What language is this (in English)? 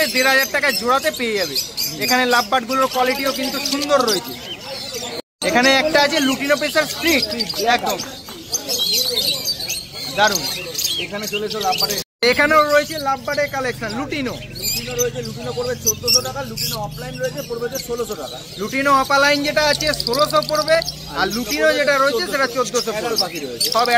Bangla